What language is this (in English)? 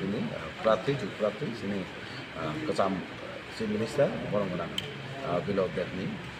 Kok Borok